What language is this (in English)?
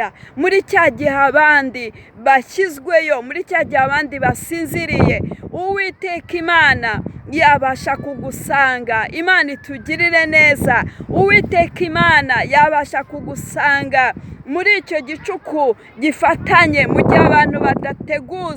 Kinyarwanda